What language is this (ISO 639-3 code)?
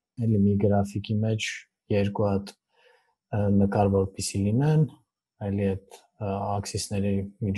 hye